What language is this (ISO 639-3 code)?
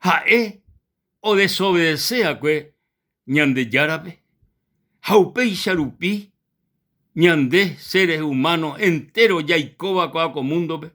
grn